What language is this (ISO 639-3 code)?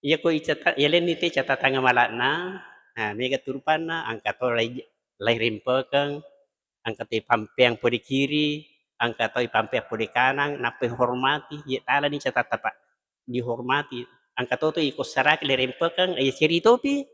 bug